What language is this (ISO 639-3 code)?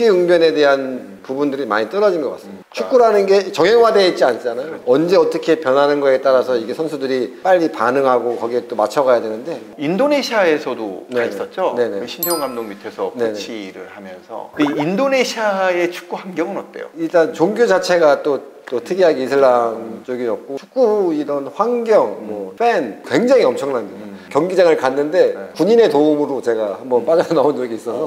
kor